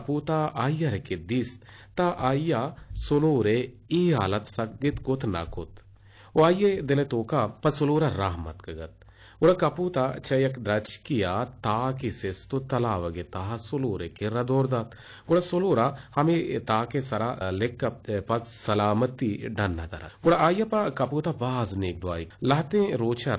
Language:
Eastern Balochi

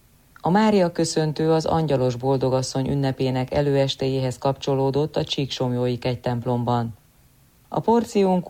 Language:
Hungarian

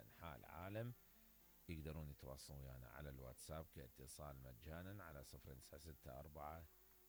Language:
Mesopotamian Arabic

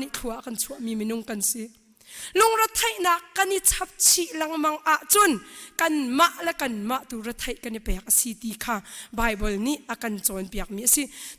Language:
Hakha Chin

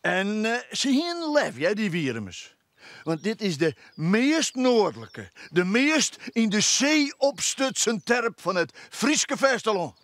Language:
Western Frisian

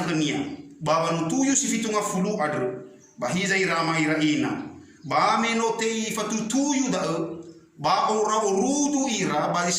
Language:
Nias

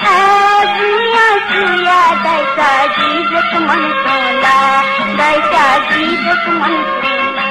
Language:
Newari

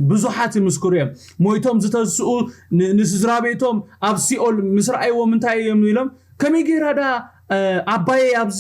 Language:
Tigrinya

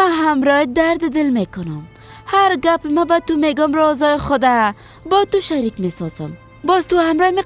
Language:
Persian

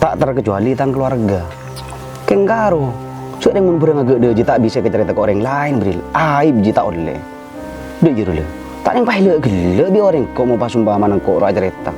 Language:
Madurese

